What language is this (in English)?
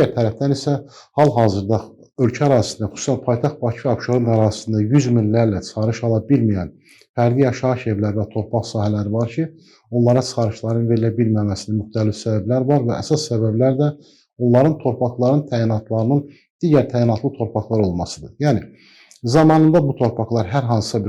Azerbaijani